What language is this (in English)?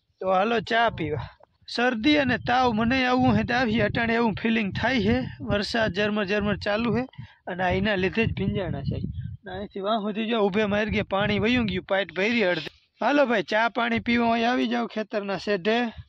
Gujarati